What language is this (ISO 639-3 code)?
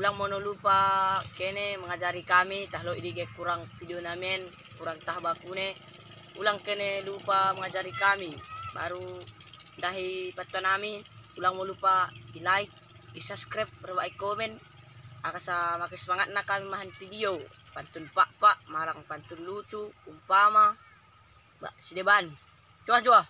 btd